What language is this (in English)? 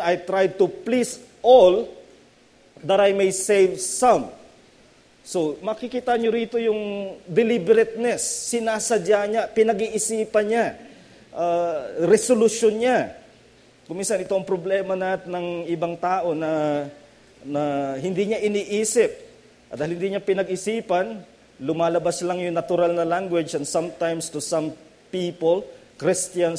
Filipino